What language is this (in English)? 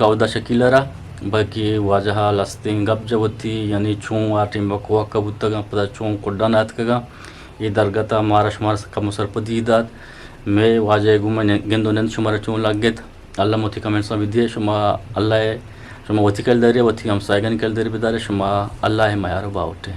Eastern Balochi